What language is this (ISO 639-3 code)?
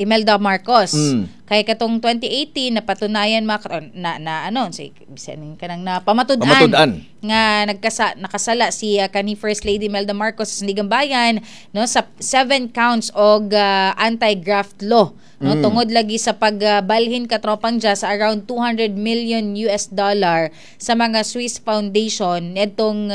ceb